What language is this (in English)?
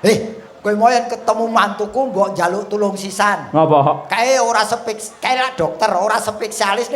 Javanese